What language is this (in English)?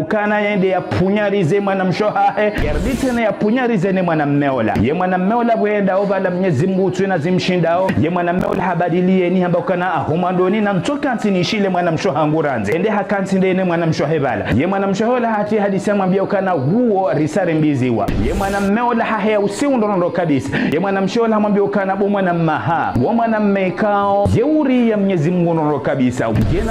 Ngazidja Comorian